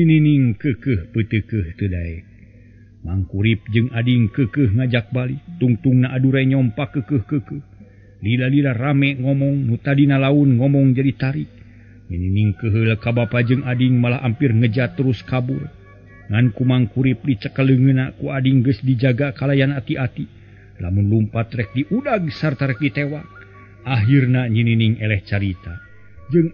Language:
Sundanese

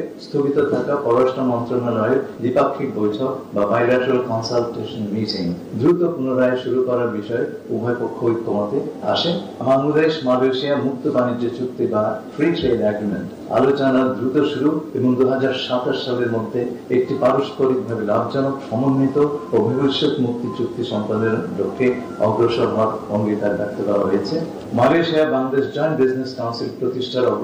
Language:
Bangla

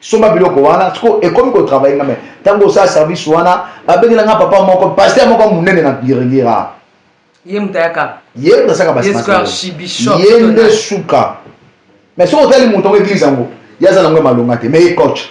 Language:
Lingala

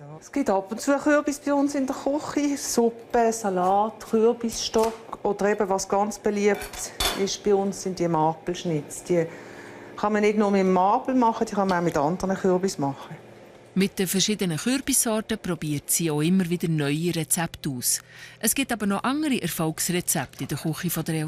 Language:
Swiss German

